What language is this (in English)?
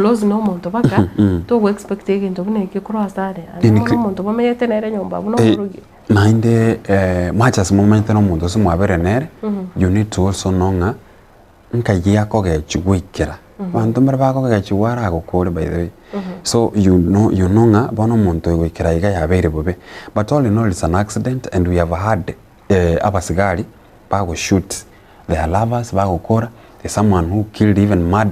Gusii